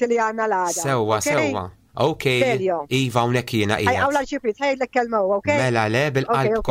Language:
Maltese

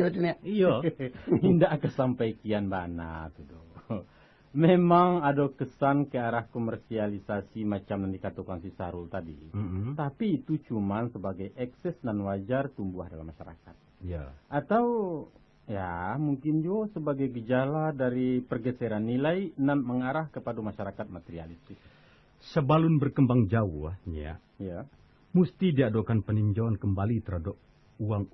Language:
Minangkabau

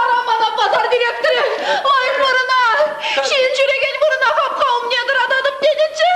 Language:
Chuvash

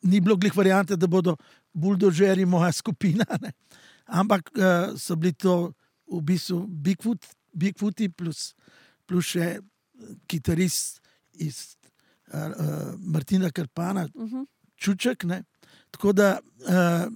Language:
Slovenian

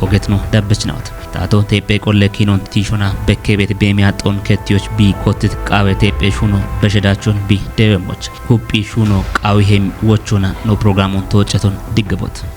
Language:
Kafa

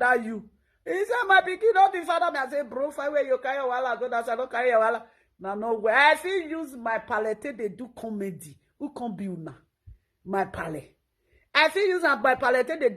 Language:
Nigerian Pidgin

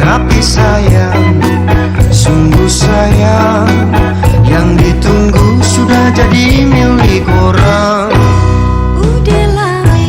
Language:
Betawi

